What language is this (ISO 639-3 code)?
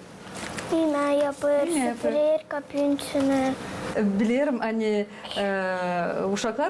gag